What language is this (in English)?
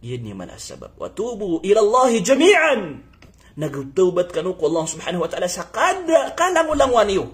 Maranao